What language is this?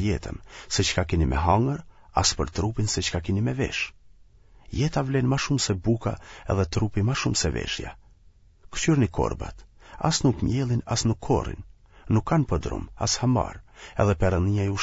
Albanian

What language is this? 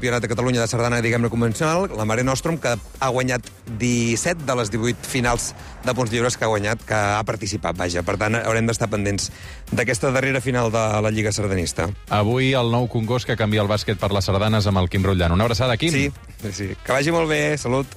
Catalan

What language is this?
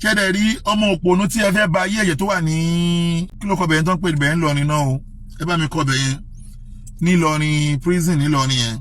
Yoruba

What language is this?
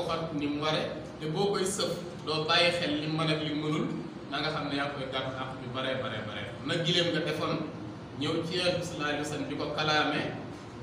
Wolof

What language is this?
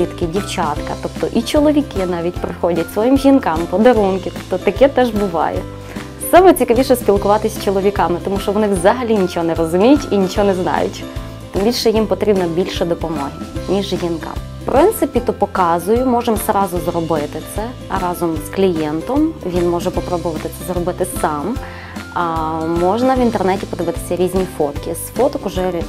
Ukrainian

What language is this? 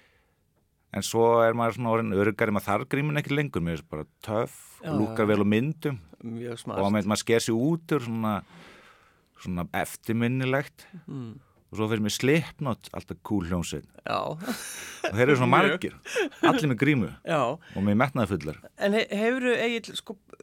Icelandic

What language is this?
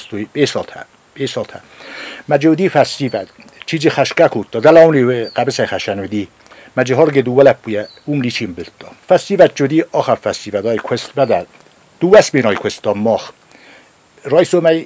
Ossetic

